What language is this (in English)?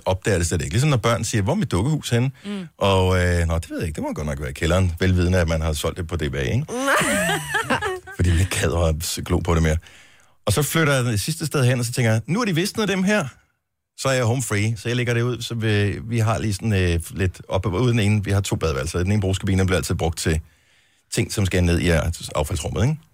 Danish